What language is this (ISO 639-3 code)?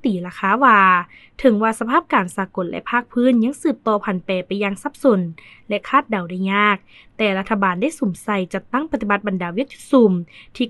lao